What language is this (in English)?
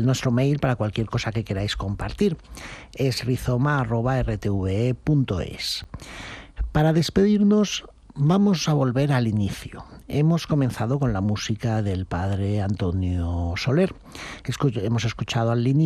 Spanish